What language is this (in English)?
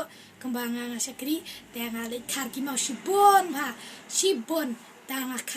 Khasi